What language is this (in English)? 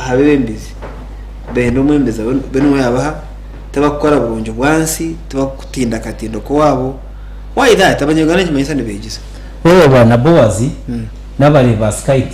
Nyankole